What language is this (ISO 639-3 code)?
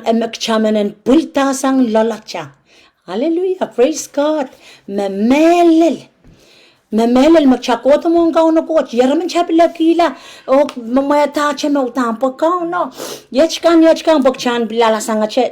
pon